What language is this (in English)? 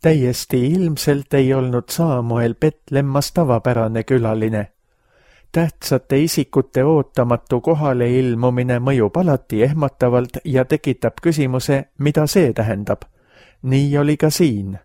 Estonian